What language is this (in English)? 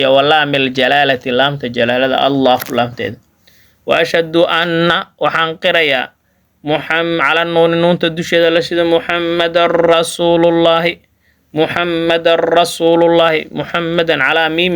Somali